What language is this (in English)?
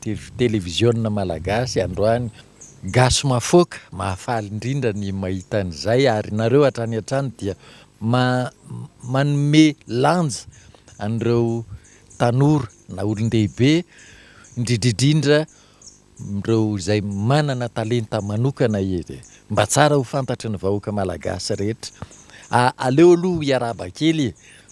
Malagasy